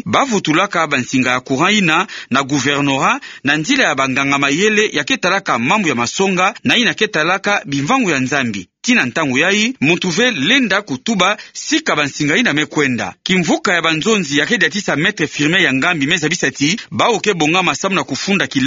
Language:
Kituba (Democratic Republic of Congo)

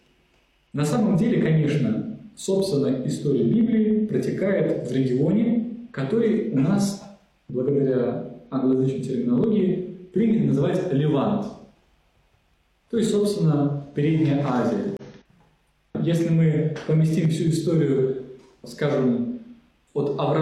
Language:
Russian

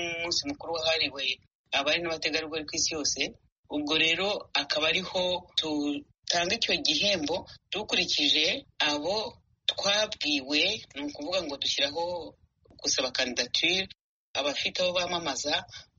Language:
Kinyarwanda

